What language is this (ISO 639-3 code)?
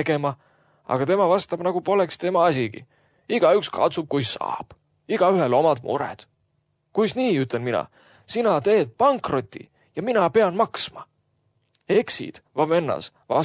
est